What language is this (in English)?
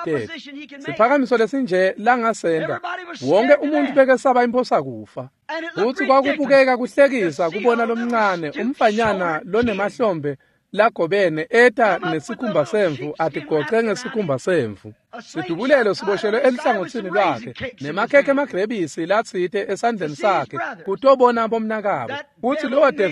Swati